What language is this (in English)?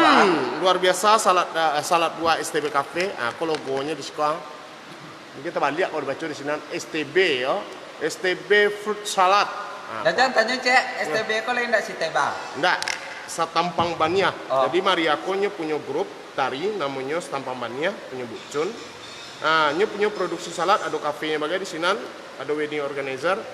Minangkabau